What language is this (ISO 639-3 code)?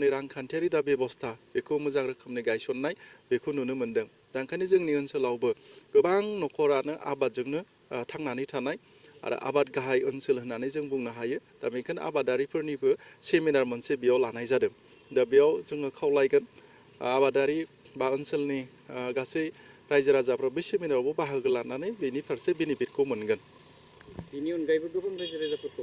brx